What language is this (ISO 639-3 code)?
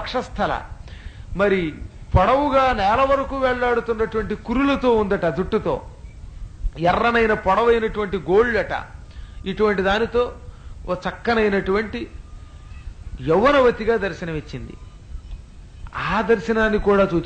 tel